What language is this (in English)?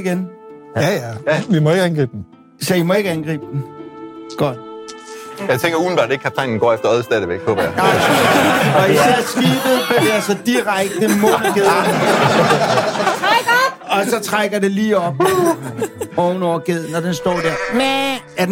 Danish